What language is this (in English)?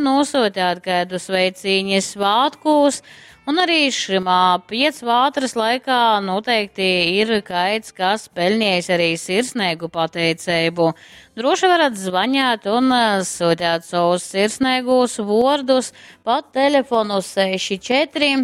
Latgalian